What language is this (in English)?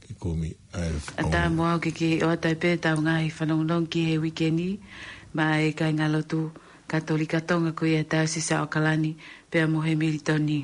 Tongan